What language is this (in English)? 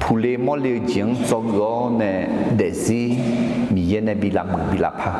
Akha